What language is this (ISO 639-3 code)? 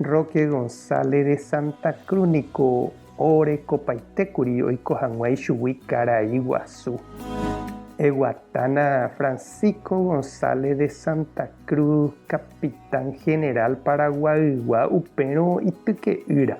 grn